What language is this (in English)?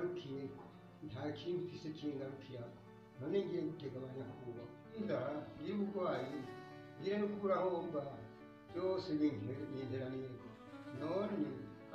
Rundi